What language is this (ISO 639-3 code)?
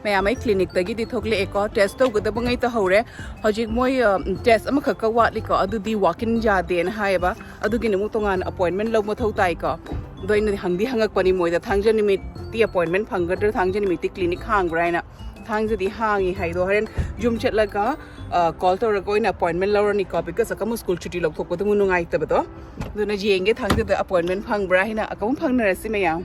mni